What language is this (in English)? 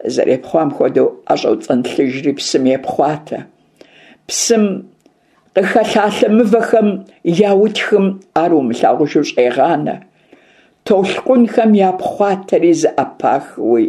Kabardian